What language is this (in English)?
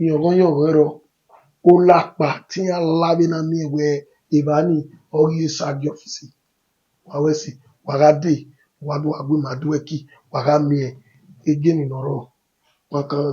Bini